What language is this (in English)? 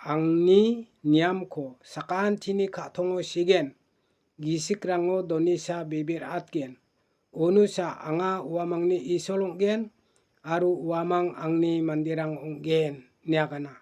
Garo